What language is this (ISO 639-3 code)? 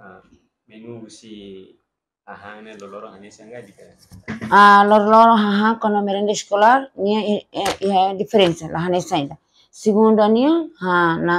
tet